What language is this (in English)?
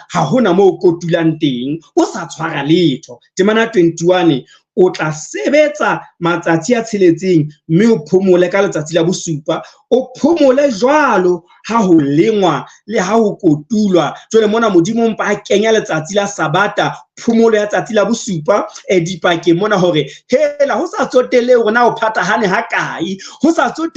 Southern Sotho